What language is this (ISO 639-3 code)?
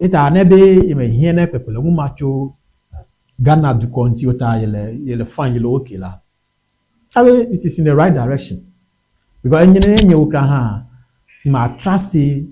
ewe